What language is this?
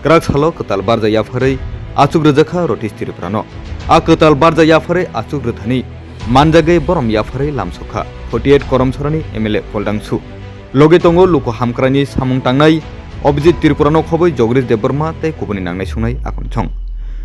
Kok Borok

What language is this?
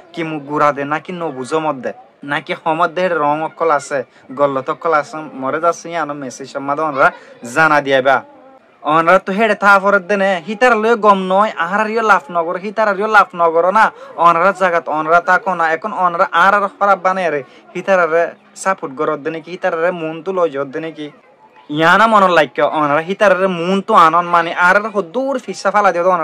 Rohingya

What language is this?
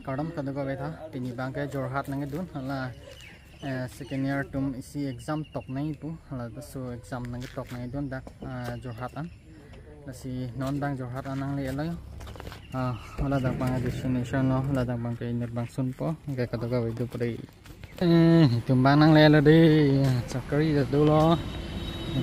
Karbi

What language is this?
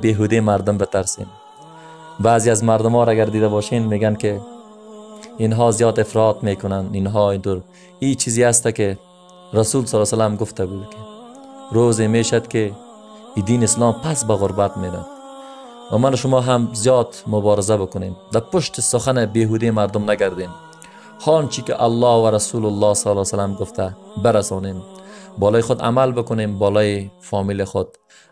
Persian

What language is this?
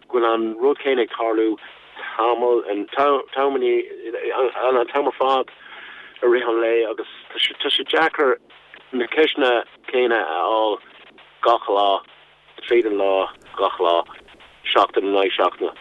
Irish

